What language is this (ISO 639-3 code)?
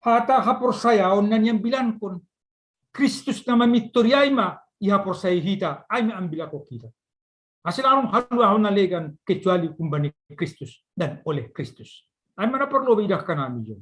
bts